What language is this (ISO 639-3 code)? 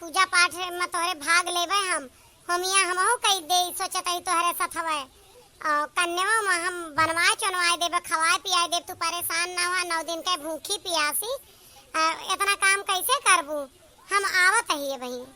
awa